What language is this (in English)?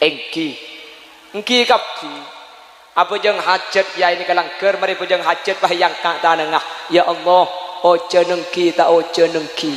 Madurese